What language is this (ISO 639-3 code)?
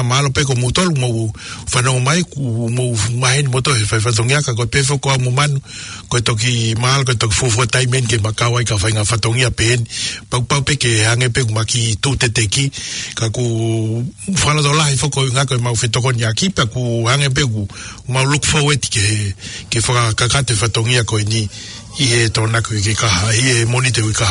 ton